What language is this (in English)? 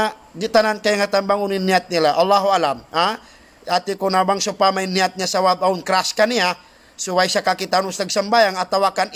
Tausug